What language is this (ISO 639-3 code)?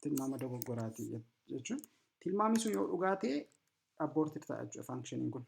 orm